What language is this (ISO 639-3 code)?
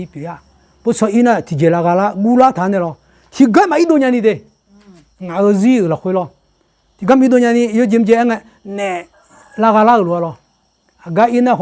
ahk